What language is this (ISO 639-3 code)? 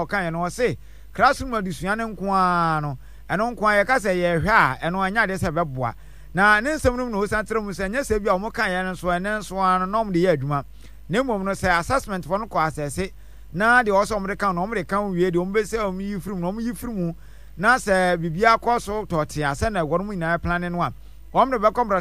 aka